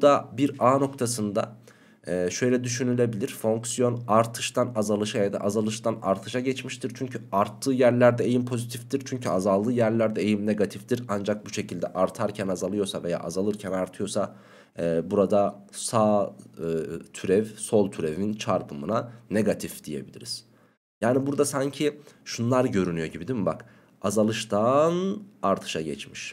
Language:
Turkish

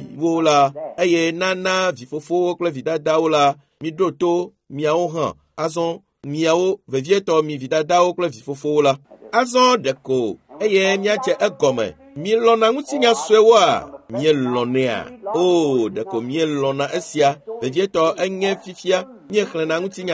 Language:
Ewe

